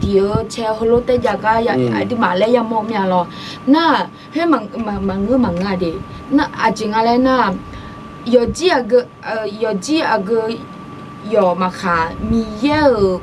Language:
Akha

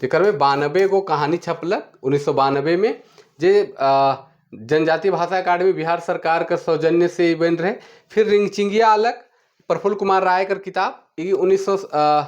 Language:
Sadri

